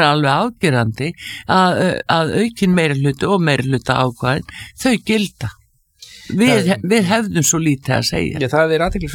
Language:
Icelandic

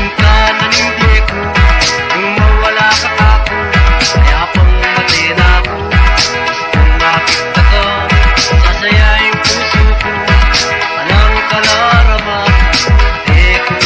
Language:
Pampanga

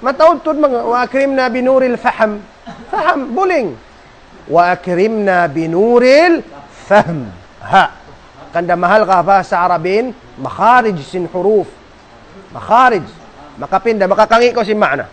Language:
Tausug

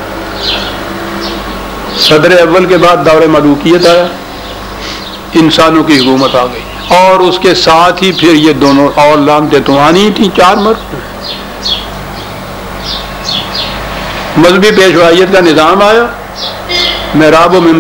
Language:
Urdu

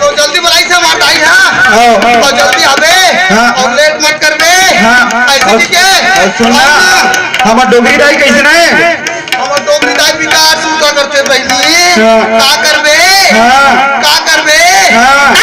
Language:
Chhattisgarhi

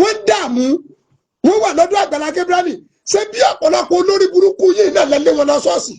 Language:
Yoruba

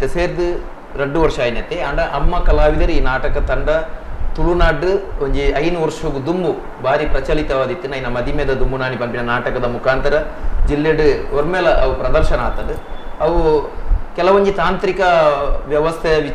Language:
Tulu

